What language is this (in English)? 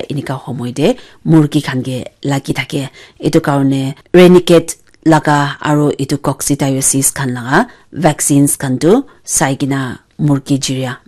Naga Pidgin